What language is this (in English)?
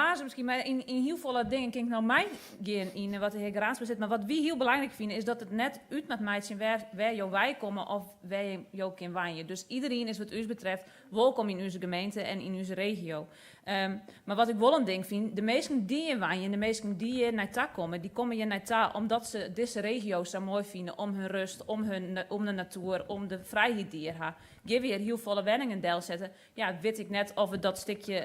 Western Frisian